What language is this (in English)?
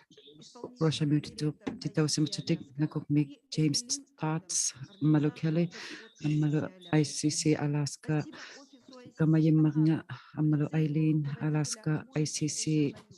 Inuktitut